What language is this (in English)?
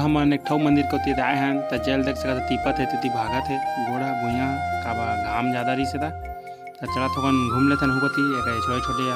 Chhattisgarhi